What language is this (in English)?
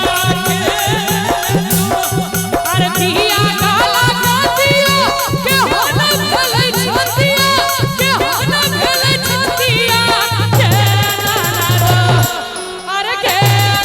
Maithili